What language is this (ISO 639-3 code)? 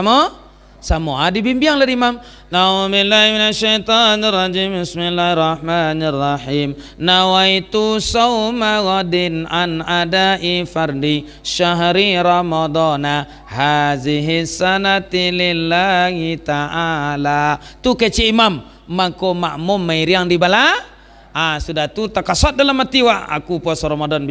min